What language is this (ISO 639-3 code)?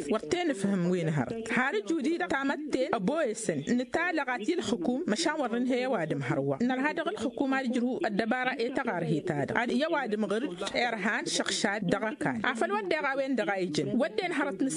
taq